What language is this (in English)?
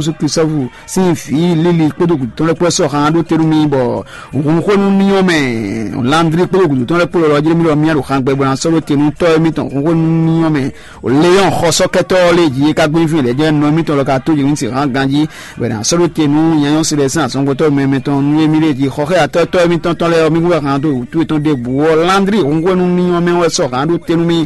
Fon